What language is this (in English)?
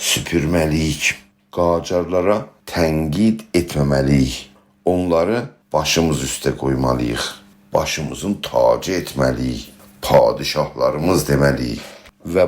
South Azerbaijani